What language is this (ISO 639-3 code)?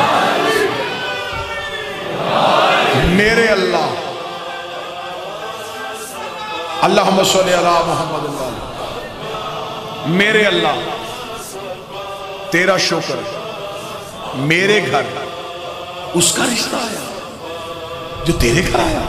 urd